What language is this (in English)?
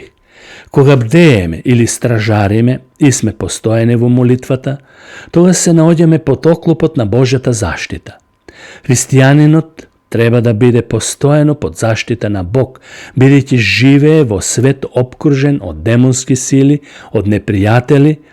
Macedonian